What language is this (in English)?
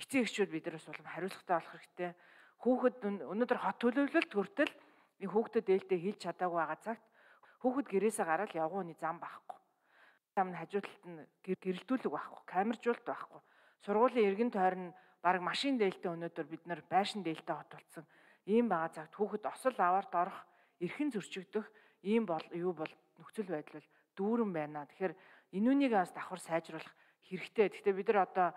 Mongolian